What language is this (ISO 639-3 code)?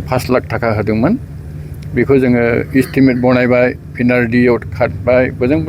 brx